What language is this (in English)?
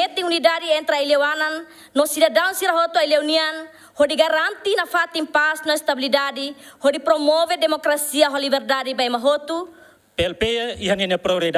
Tetum